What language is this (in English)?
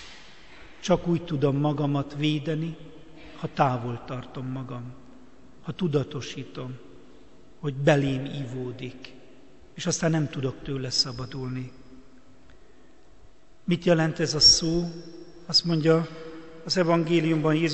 Hungarian